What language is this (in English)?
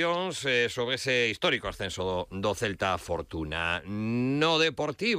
Galician